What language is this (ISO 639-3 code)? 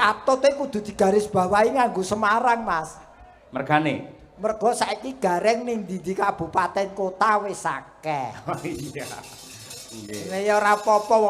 jav